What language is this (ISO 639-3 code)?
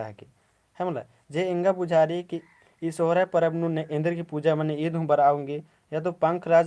kru